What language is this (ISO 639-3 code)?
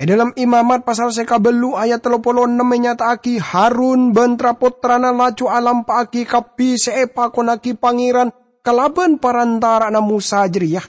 mad